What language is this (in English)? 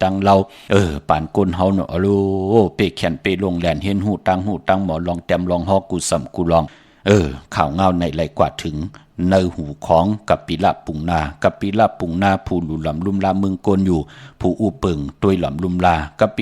Shan